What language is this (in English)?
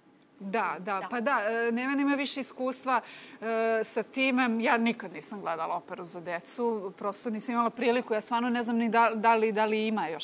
Serbian